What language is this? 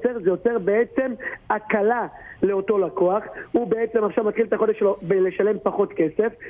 Hebrew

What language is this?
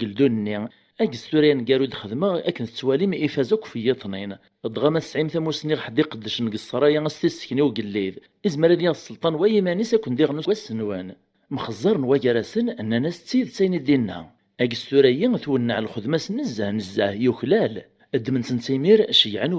Kabyle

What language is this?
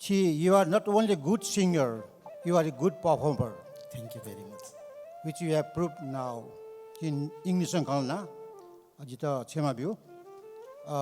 Newari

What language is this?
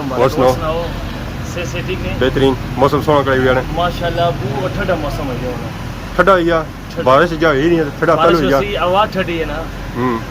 Pahari-Potwari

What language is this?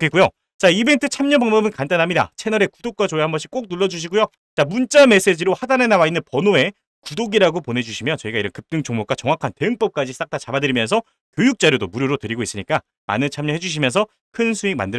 Korean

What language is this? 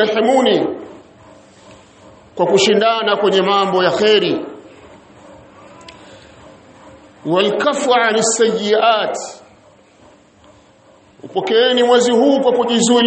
Swahili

